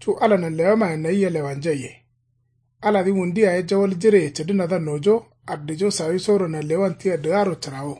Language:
Kanuri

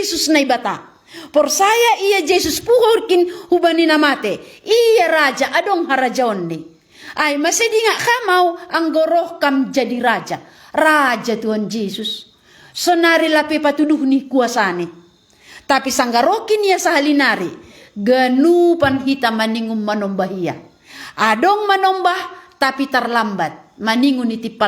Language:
Batak Simalungun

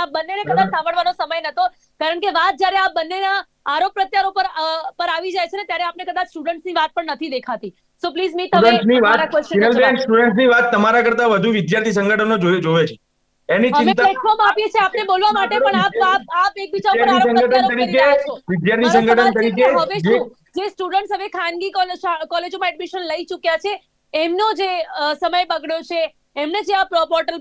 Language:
Gujarati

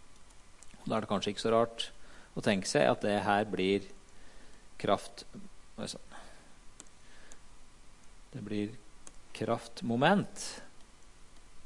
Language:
Norwegian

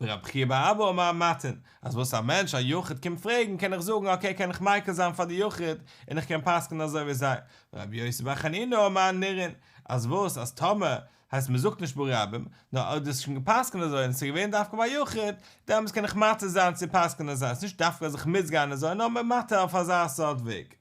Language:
Yiddish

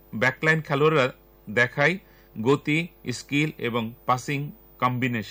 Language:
Bangla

